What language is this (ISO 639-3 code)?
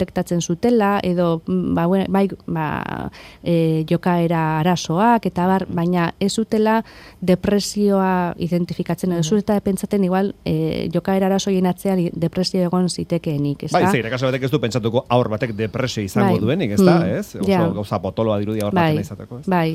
eus